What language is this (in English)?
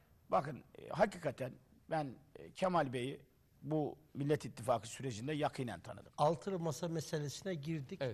Turkish